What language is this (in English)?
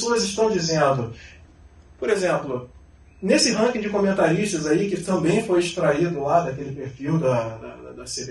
Portuguese